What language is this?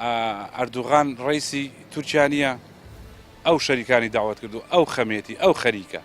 Central Kurdish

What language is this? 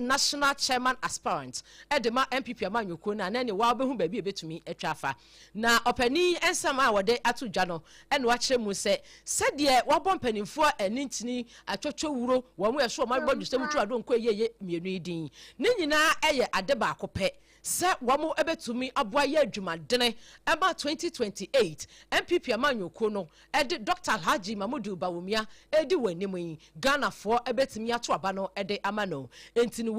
Akan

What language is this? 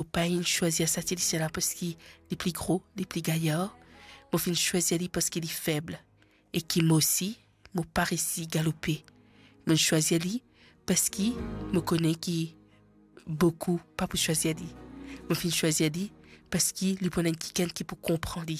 Morisyen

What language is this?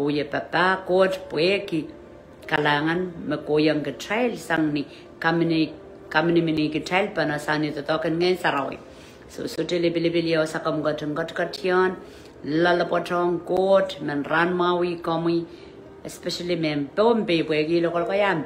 Pohnpeian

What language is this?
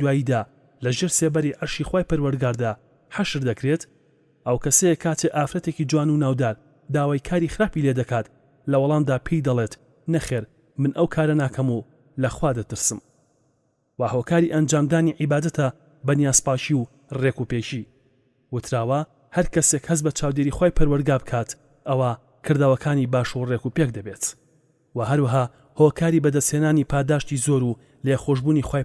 Central Kurdish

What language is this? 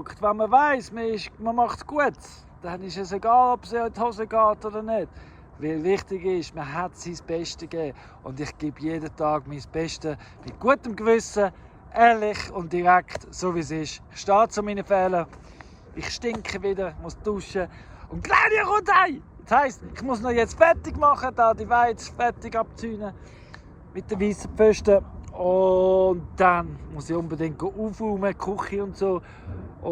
Swiss German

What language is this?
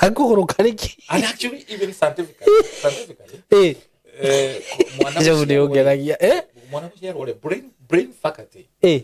Kikuyu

